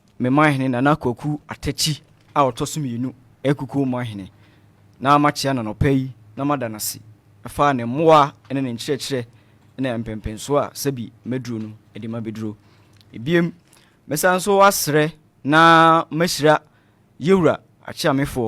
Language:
Akan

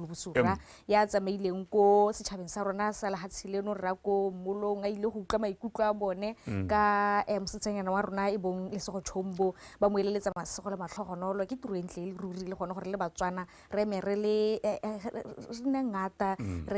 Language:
Tswana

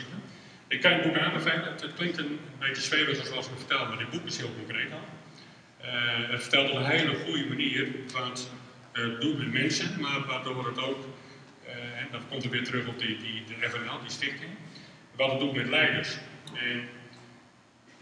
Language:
Dutch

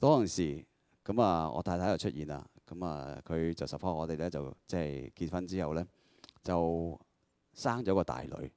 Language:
Cantonese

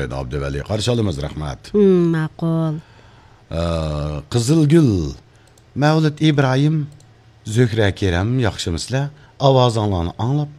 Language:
Uyghur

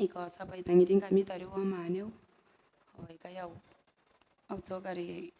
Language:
Gilbertese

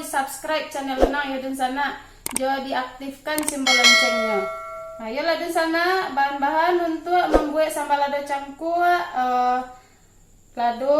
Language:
Minangkabau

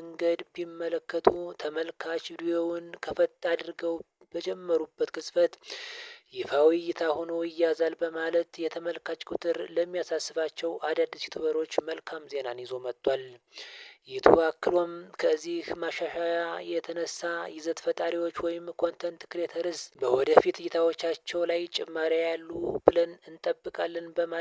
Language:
Amharic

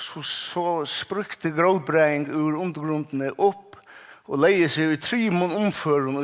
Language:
Faroese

